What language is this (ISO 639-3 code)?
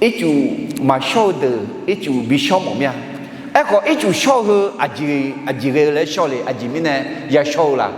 ahk